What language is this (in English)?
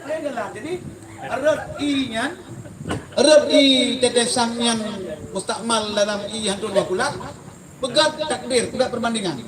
Achinese